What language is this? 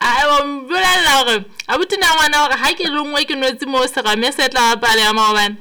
Southern Sotho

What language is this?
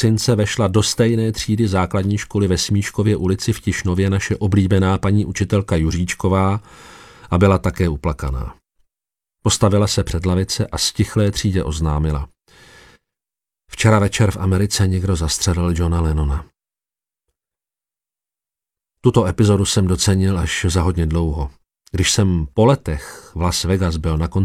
Czech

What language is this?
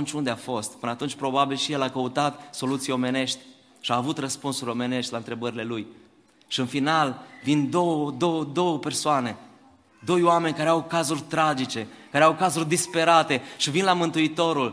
Romanian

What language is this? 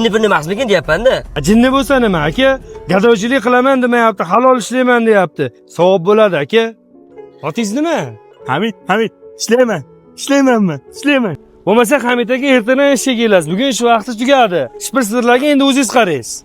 Uzbek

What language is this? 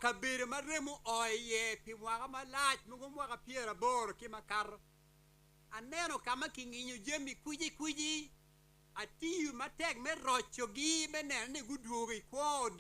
Acoli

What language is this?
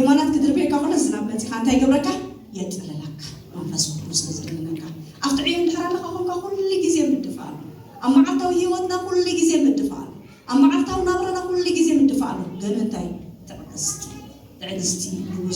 Tigrinya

